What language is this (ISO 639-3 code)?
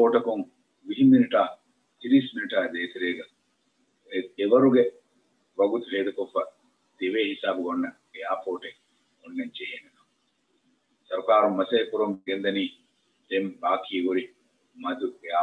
div